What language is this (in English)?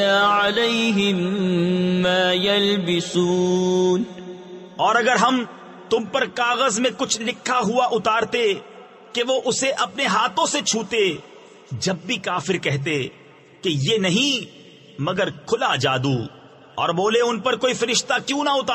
Urdu